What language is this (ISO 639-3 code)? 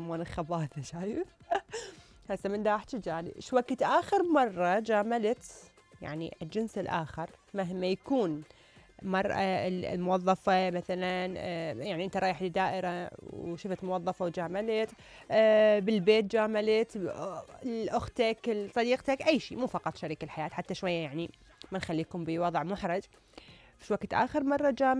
acm